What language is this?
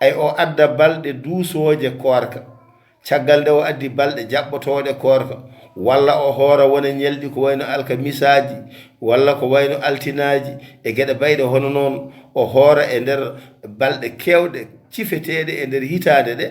Fula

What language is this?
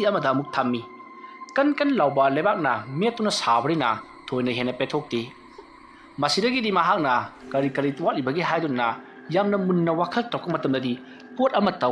Manipuri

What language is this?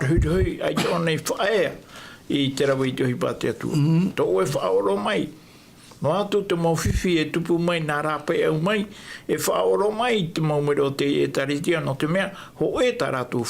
Tahitian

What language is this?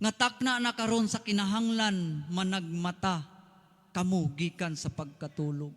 Cebuano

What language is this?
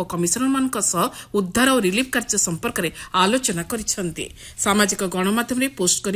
Odia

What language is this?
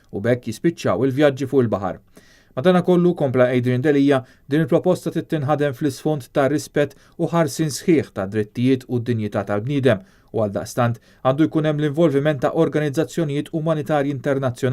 Maltese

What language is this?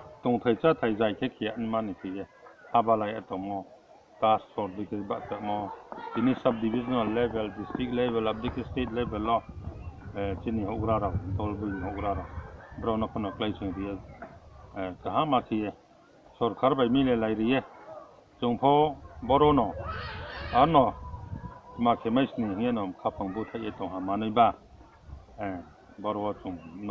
Riang (India)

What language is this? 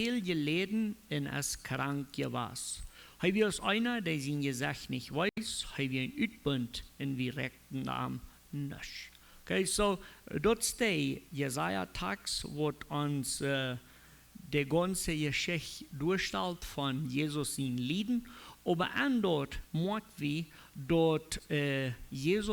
Plautdietsch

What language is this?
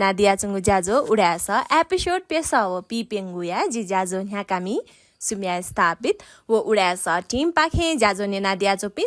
Newari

